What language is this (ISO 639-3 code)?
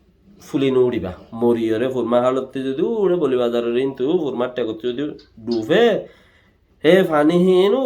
rhg